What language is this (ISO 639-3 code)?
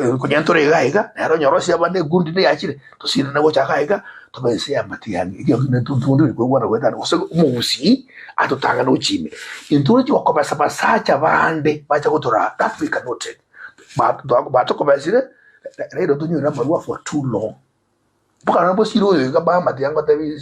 guz